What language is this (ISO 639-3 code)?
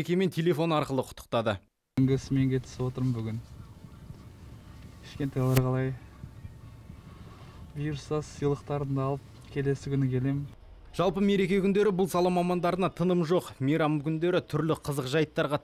kaz